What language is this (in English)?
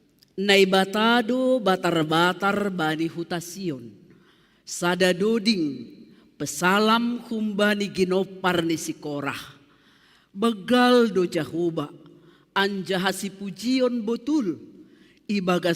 Batak Simalungun